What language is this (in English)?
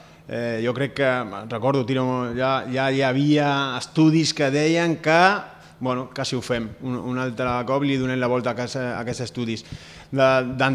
Catalan